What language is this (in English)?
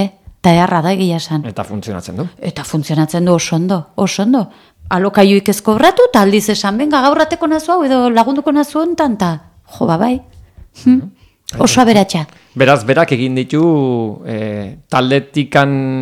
Basque